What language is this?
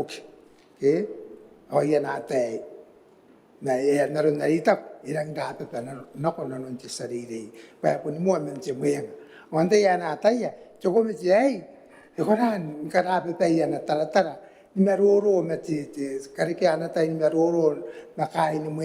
Gilbertese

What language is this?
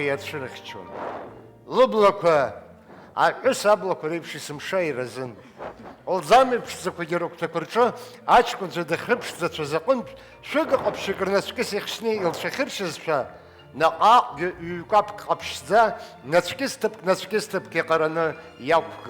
Abkhazian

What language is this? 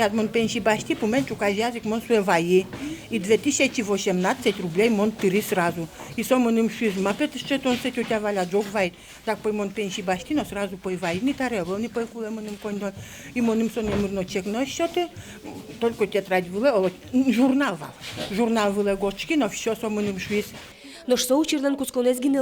Udmurt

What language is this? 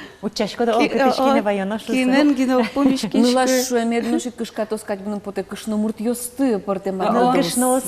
Udmurt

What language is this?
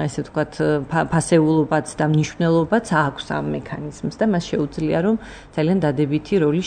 Georgian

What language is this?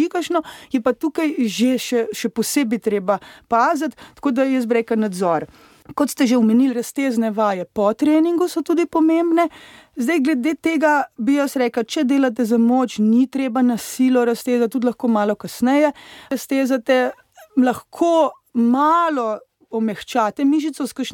Slovenian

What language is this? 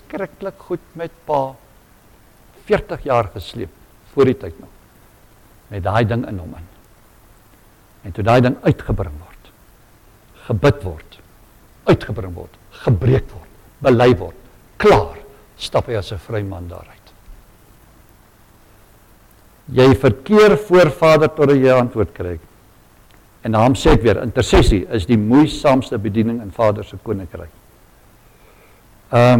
Afrikaans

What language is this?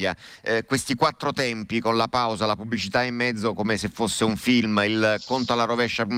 Italian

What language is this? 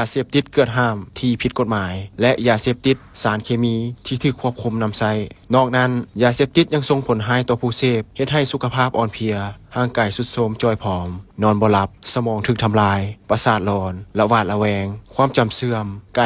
Lao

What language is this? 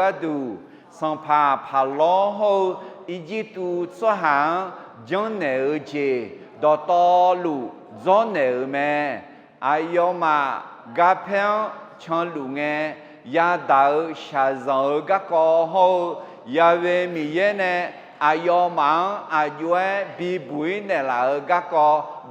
Akha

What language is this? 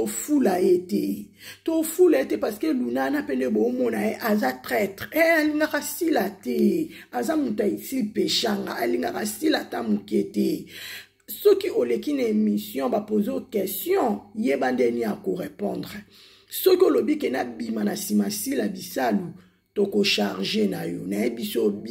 Lingala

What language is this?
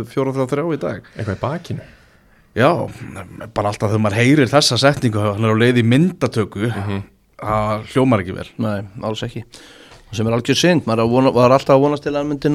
Icelandic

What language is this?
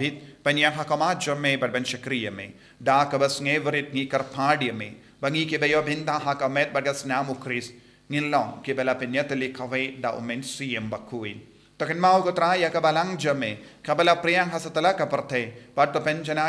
Khasi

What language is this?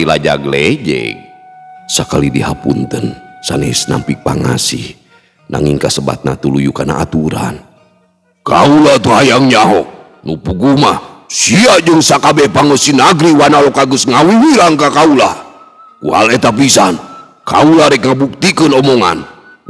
Sundanese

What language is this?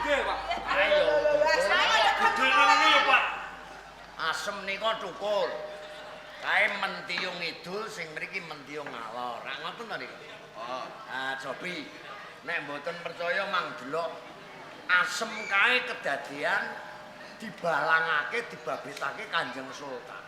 Javanese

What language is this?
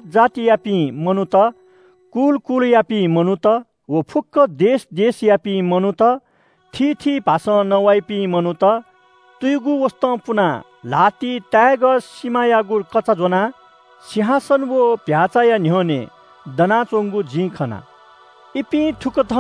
Newari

